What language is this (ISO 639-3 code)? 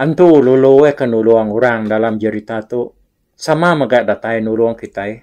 iba